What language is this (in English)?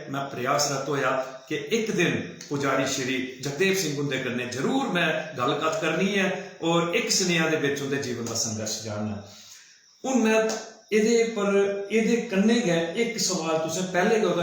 Dogri